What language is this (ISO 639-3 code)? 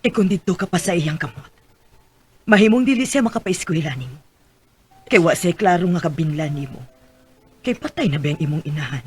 ceb